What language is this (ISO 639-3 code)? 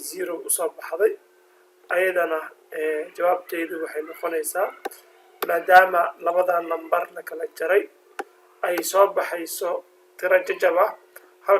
som